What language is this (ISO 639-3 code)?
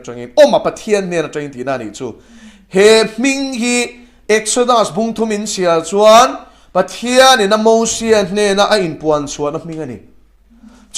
lus